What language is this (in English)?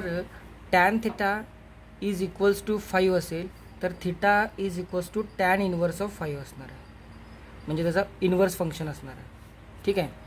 Marathi